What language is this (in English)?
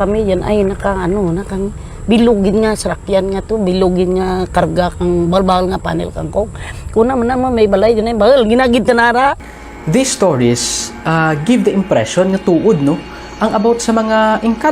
Kinaray-a